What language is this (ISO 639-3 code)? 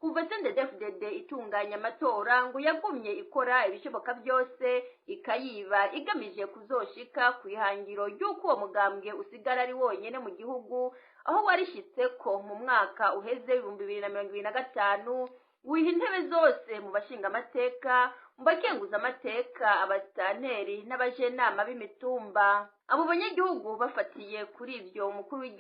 run